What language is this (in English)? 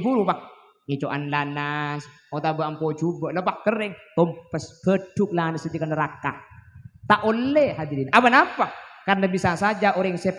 Madurese